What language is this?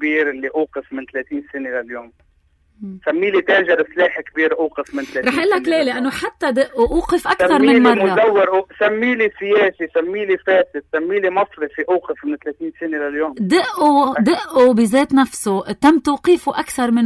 North Levantine Arabic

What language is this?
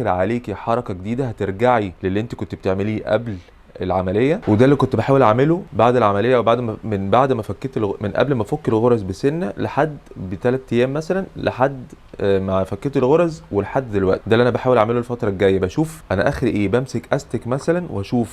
Egyptian Arabic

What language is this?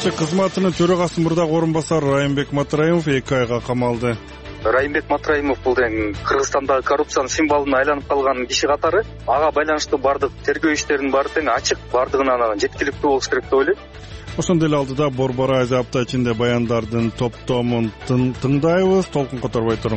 Kyrgyz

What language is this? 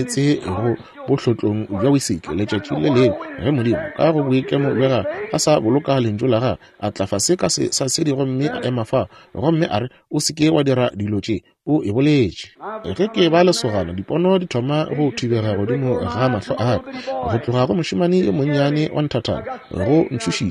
Northern Sotho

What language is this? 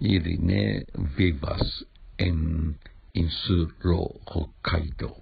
Esperanto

